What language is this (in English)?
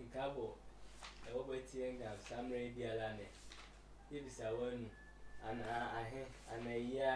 Sehwi